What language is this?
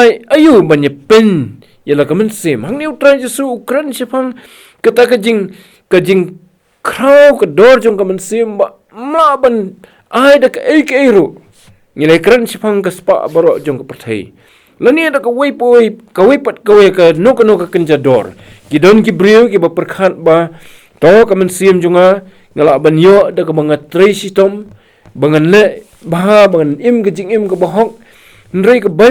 Khasi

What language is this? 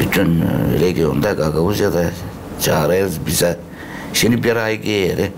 Gagauz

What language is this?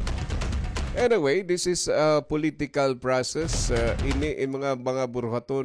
Waray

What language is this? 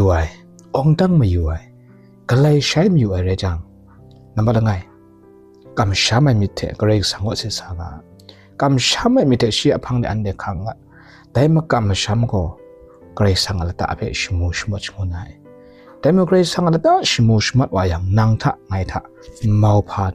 Kachin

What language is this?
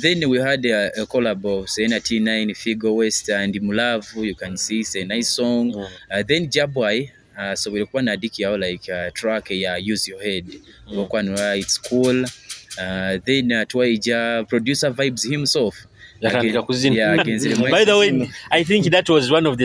Nyoro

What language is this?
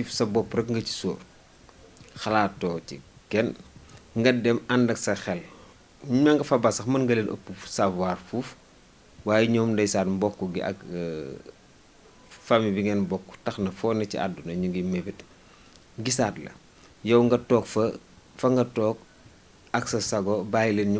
Wolof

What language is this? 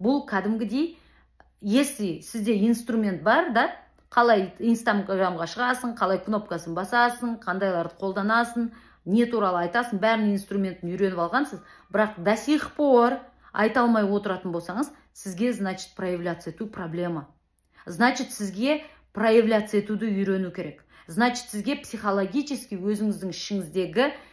Kazakh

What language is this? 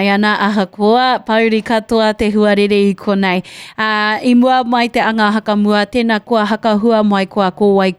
Māori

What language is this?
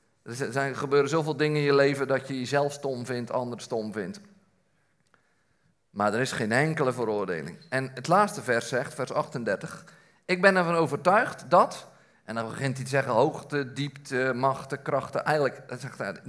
Dutch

